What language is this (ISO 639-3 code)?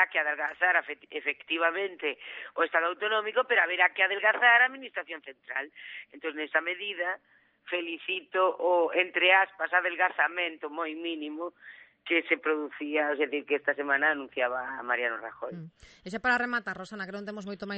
glg